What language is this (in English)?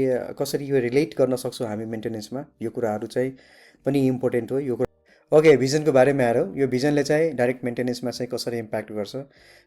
Nepali